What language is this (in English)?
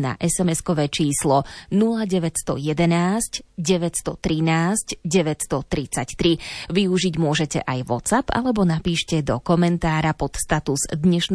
Slovak